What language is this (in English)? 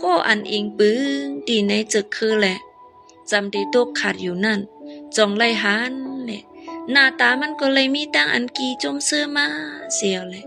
Shan